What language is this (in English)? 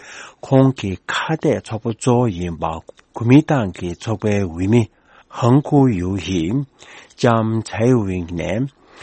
Tibetan